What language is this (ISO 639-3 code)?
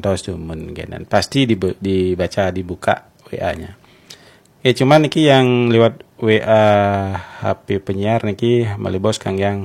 ban